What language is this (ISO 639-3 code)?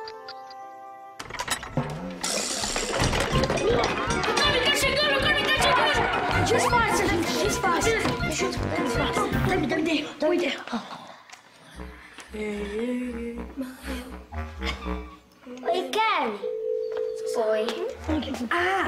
por